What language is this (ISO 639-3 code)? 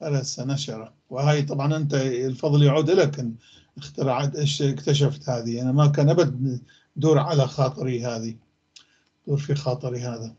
apc